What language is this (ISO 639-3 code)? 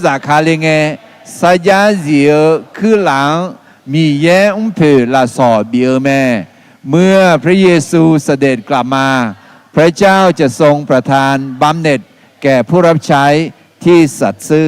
ahk